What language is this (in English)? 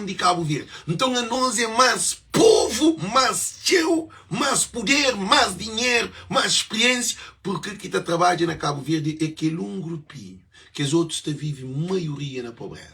Kabuverdianu